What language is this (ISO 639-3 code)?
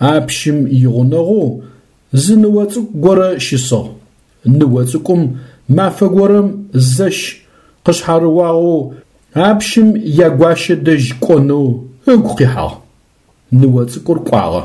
ady